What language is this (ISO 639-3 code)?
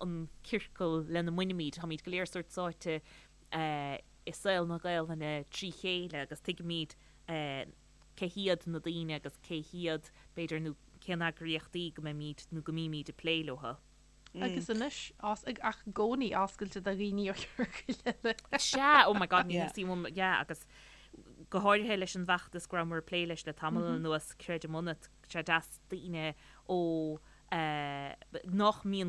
gle